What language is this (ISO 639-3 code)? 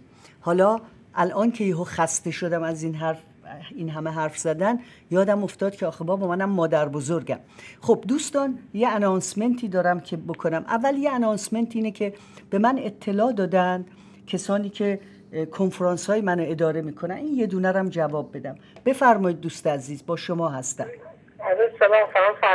fas